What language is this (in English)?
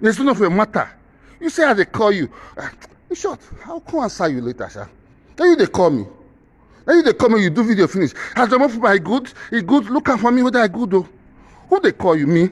Nigerian Pidgin